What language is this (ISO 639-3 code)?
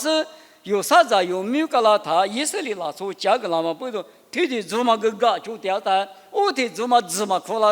lis